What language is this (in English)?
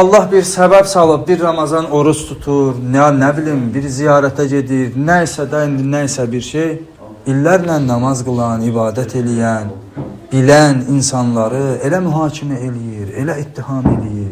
Azerbaijani